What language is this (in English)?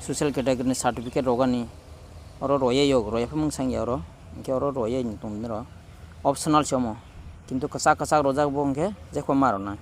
Kok Borok